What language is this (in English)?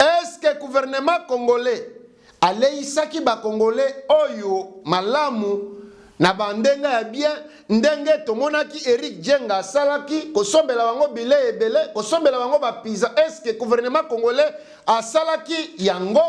Lingala